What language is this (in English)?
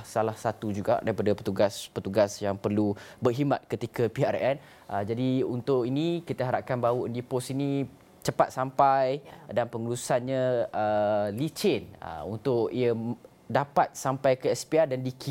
Malay